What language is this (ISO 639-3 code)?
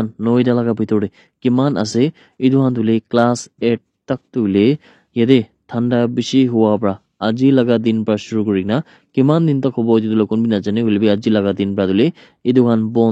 nag